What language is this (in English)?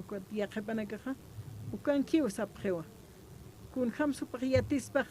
Aymara